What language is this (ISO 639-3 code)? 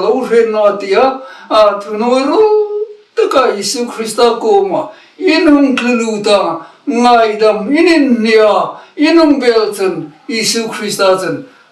hmr